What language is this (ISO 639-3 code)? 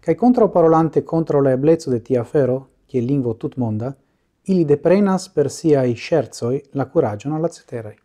epo